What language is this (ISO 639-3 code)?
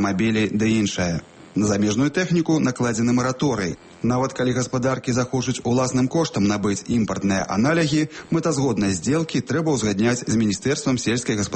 bel